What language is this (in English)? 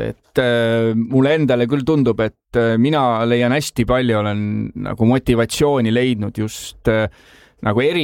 Estonian